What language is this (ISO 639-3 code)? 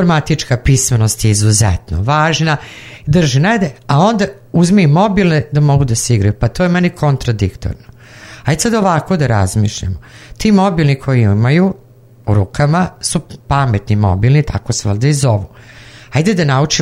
srp